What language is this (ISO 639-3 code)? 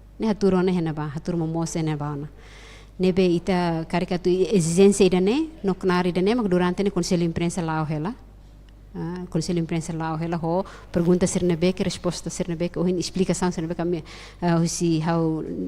tet